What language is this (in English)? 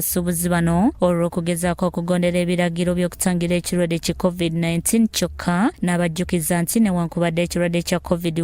Ganda